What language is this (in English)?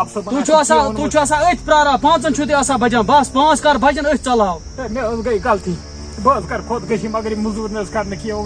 Kashmiri